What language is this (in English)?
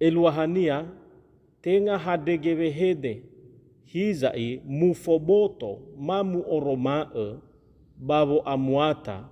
Nias